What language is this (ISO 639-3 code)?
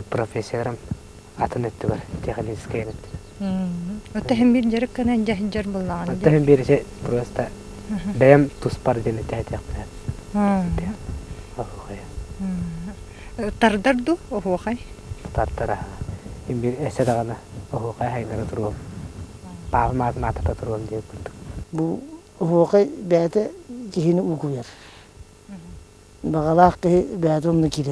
sah